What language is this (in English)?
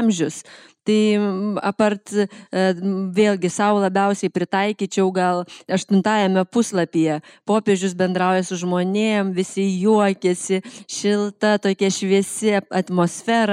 Lithuanian